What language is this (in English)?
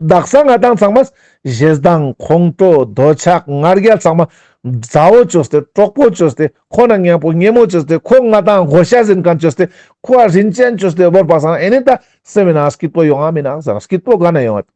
Ladakhi